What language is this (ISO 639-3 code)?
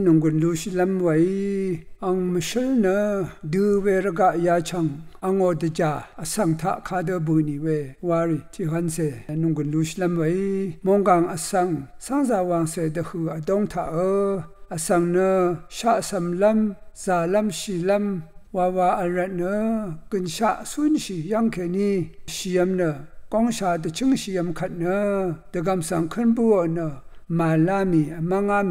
raw